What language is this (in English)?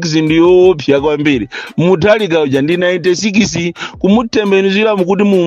Nyanja